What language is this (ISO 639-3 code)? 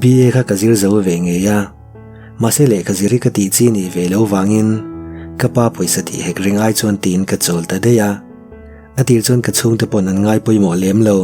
lus